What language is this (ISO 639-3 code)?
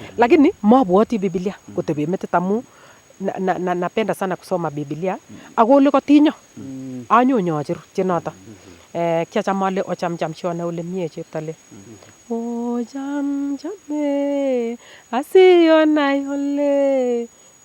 niq